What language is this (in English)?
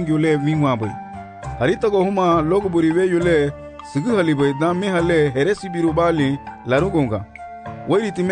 Garifuna